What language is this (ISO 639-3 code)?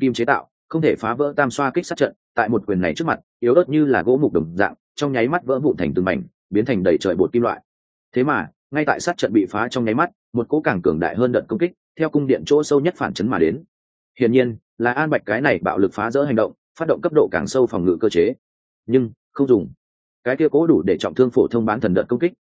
vie